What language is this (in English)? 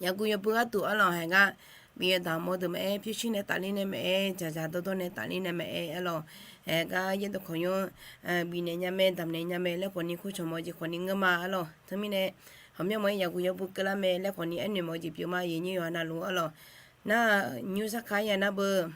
Akha